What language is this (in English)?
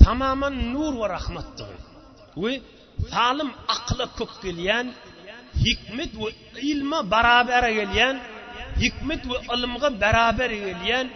Turkmen